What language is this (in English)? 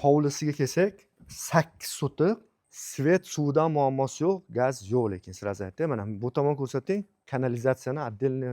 Uzbek